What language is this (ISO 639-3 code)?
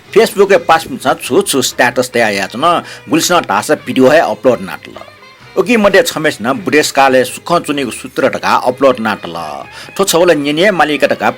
new